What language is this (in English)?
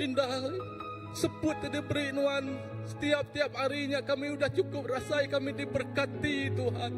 Iban